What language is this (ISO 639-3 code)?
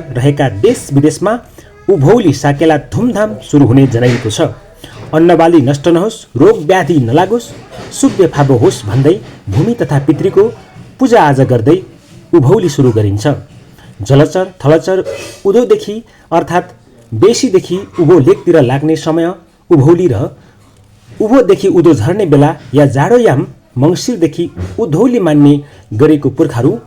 nep